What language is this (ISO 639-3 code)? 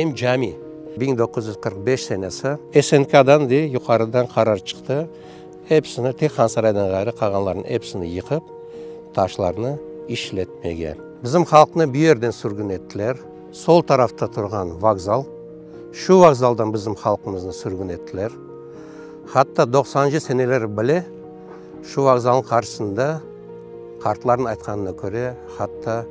crh